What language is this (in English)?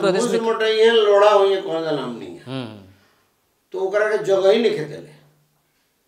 Bhojpuri